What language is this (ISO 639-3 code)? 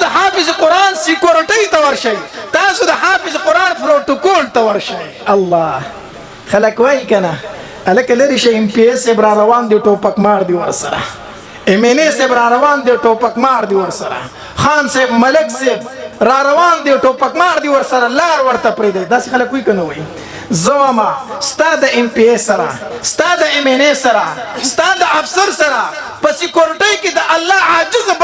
pus